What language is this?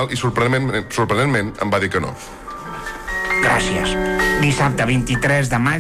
Catalan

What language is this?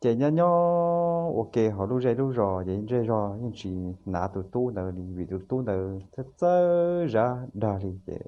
Hmong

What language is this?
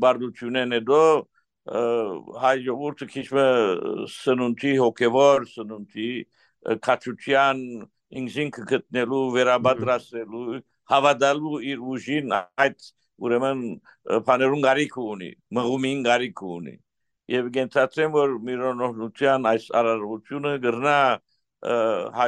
Western Armenian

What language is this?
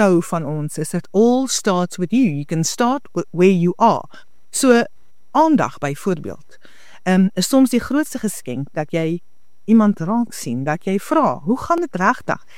Afrikaans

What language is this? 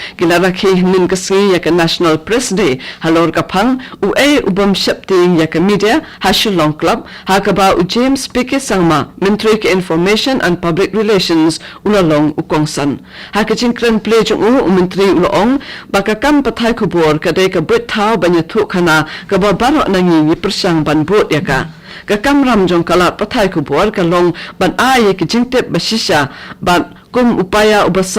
Khasi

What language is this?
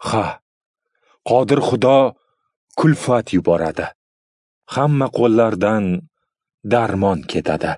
Uzbek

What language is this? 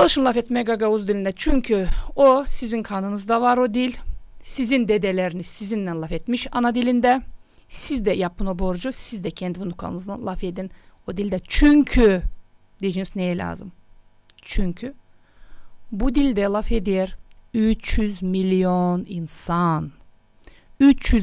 Gagauz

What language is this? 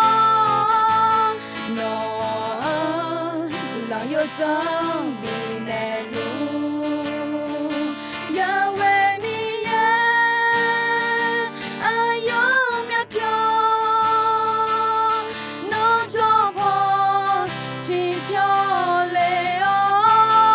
Akha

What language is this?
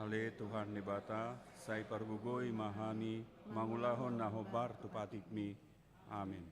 Batak Toba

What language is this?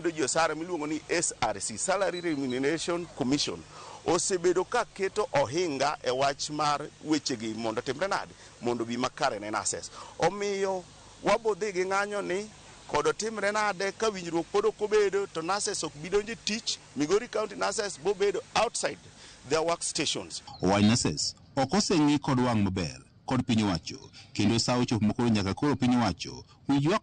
Luo (Kenya and Tanzania)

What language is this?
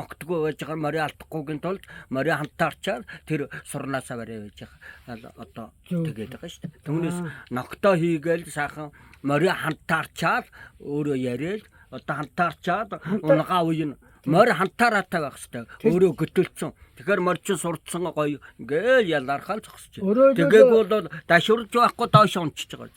Mongolian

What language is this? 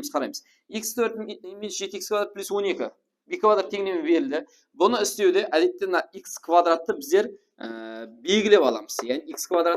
Kara-Kalpak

